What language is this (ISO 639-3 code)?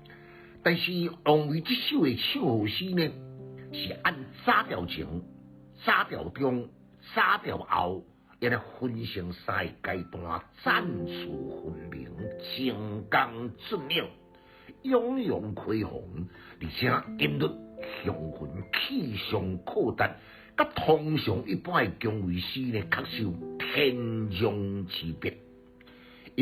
nan